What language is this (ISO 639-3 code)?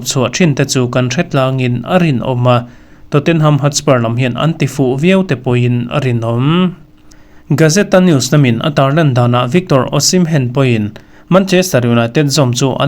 lus